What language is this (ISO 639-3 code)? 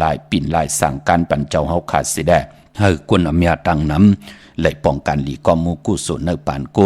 shn